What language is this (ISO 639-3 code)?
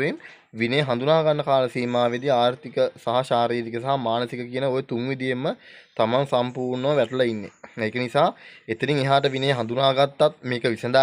sin